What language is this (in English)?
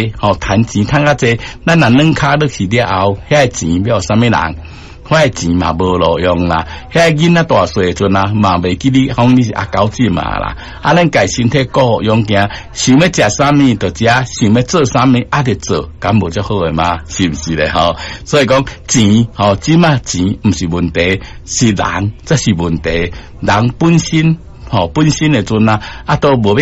Min Nan Chinese